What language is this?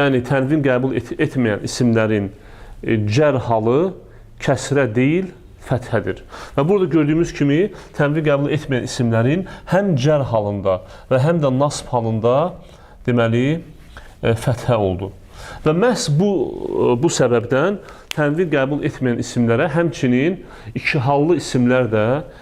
Azerbaijani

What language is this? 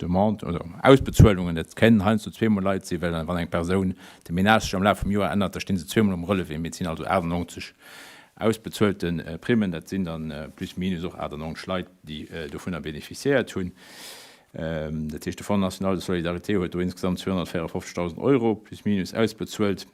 Luxembourgish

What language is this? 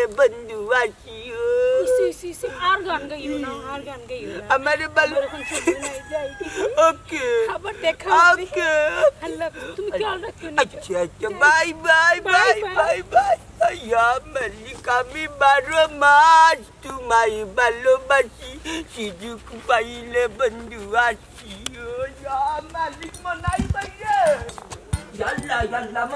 Sylheti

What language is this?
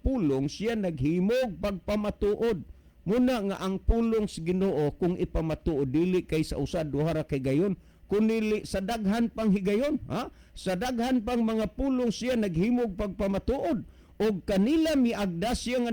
Cebuano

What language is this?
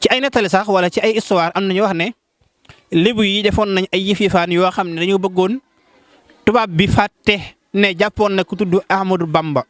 Wolof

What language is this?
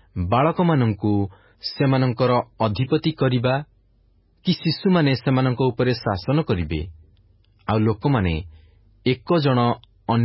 Odia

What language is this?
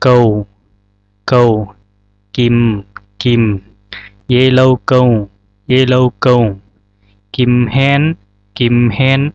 Zhuang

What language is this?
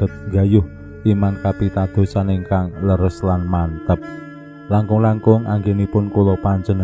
Javanese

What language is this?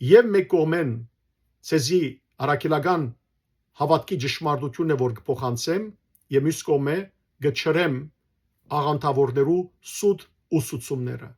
Western Armenian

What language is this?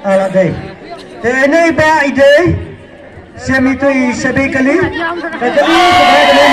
Khasi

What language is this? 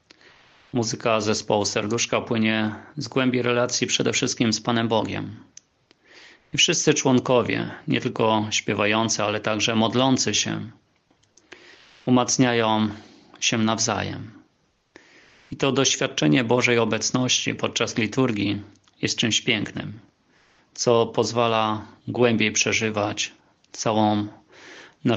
Polish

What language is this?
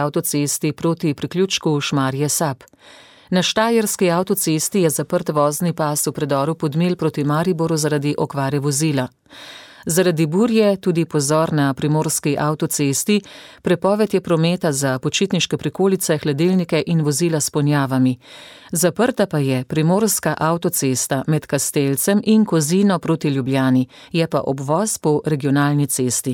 Slovenian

